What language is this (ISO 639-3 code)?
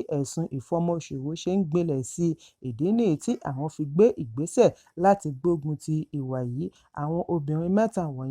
yor